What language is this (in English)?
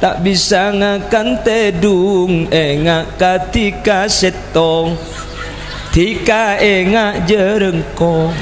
Madurese